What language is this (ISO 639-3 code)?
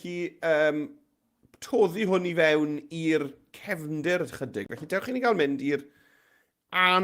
cym